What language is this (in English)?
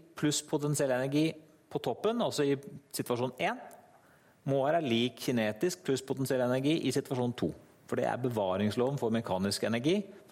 Norwegian